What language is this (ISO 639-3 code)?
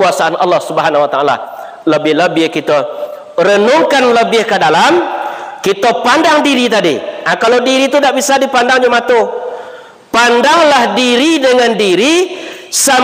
min